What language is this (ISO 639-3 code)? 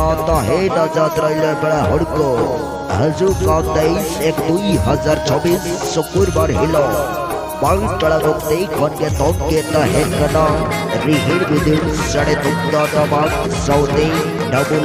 sat